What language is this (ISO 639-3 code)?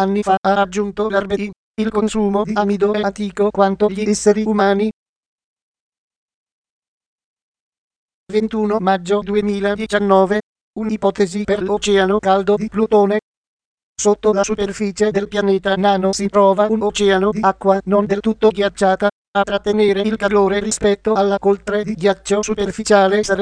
ita